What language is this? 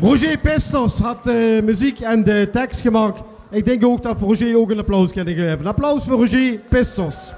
Limburgish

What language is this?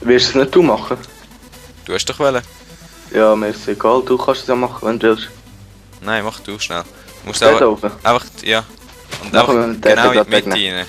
Swiss German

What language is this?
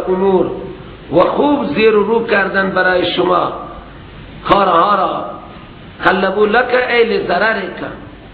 Persian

